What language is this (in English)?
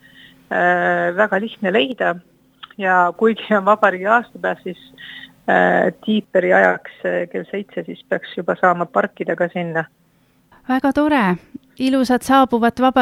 Estonian